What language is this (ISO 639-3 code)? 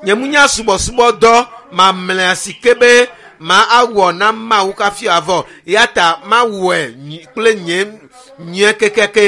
ewe